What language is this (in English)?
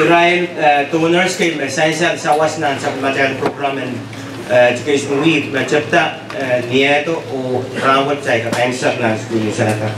Pohnpeian